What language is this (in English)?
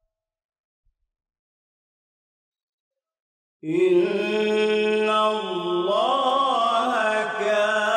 Arabic